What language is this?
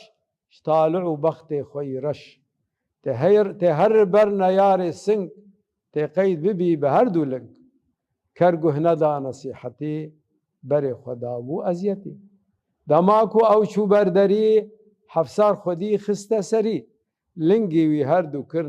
Kurdish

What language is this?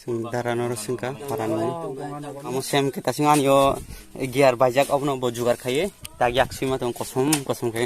Kok Borok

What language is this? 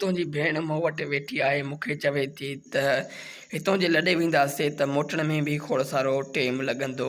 Sindhi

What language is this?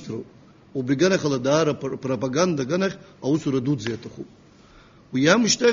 Abkhazian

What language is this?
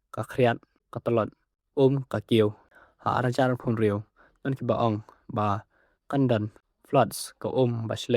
Khasi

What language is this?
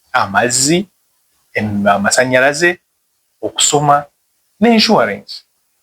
Ganda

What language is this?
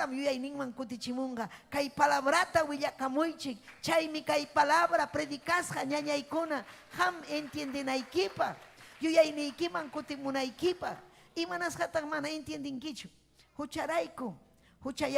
Ayacucho Quechua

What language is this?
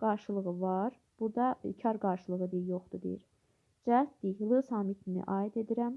Azerbaijani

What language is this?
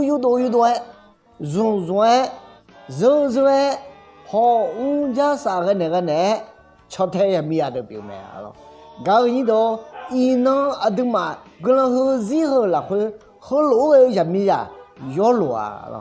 Akha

